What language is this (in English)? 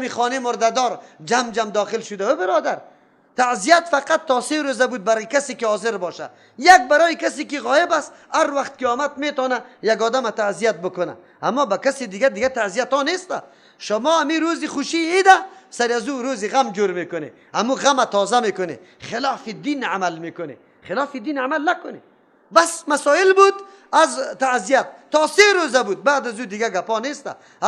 Persian